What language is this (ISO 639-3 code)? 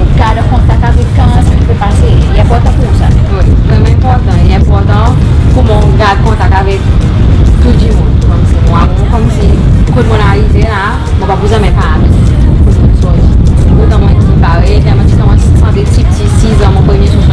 crs